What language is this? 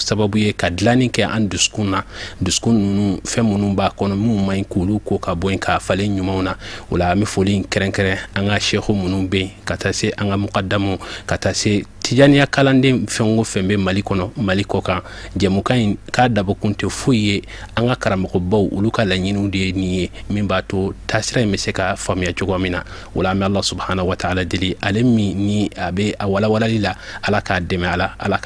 Bambara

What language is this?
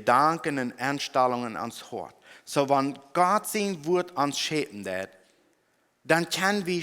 Plautdietsch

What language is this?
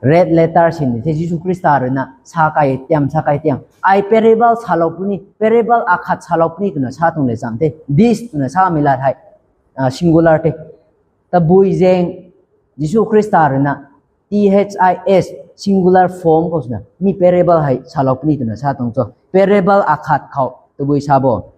Rongmei Naga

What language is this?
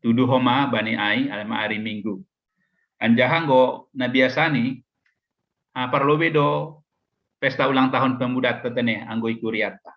Batak Simalungun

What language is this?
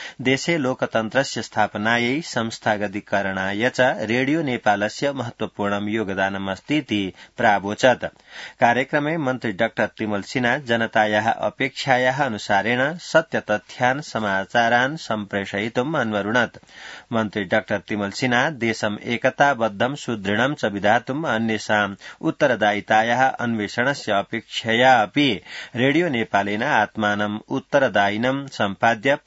Sanskrit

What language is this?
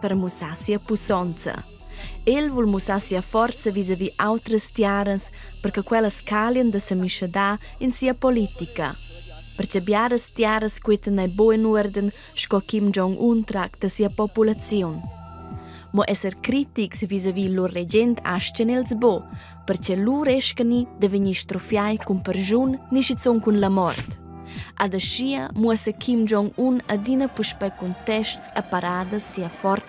Romansh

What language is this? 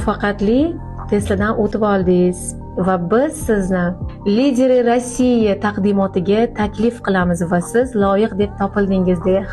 Uzbek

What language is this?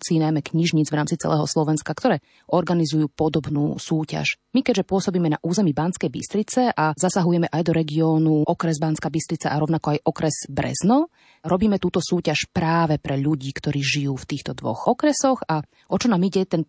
Slovak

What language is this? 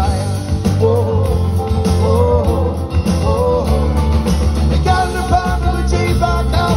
English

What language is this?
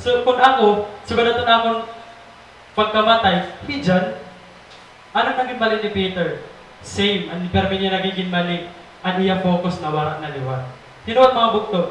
Waray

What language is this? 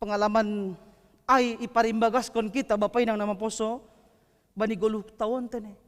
Batak Simalungun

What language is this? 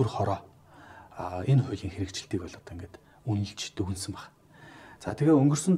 Mongolian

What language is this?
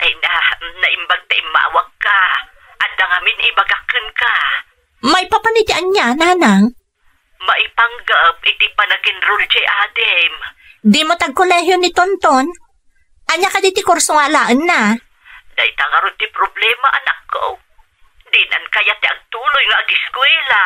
Iloko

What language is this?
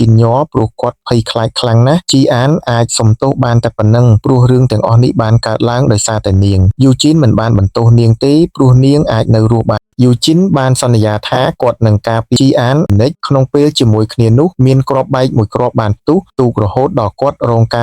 Khmer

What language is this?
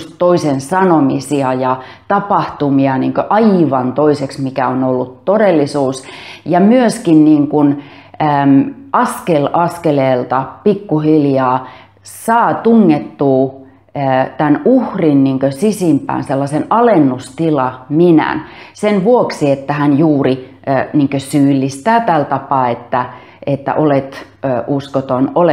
Finnish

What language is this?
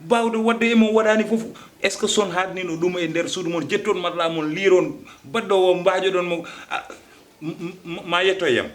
Fula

